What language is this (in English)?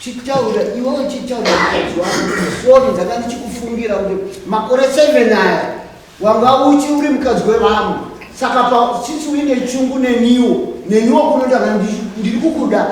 Shona